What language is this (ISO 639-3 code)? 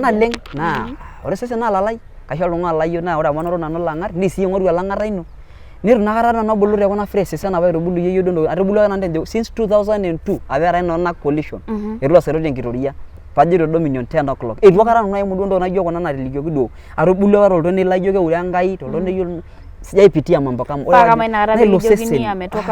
mas